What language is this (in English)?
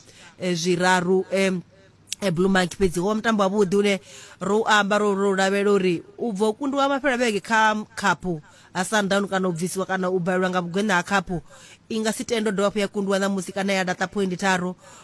Venda